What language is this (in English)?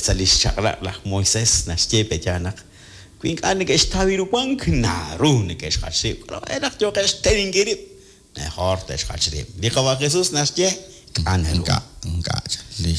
Kekchí